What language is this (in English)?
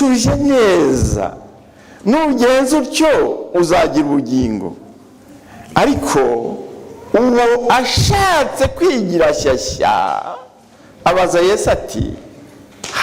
Kinyarwanda